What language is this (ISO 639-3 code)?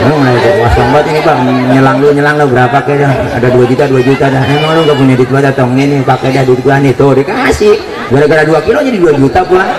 bew